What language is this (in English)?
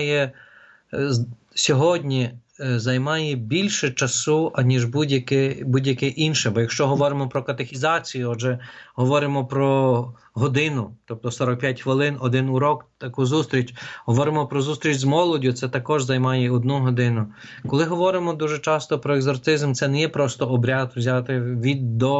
Ukrainian